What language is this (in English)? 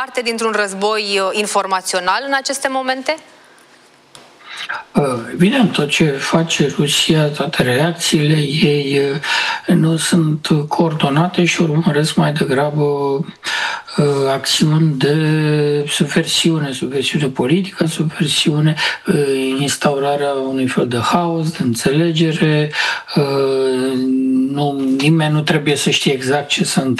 Romanian